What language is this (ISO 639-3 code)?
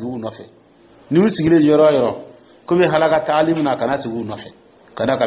dyu